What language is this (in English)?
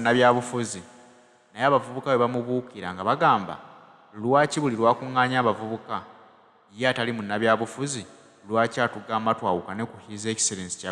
Ganda